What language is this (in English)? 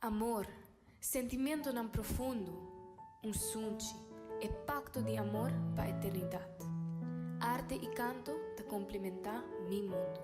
Papiamento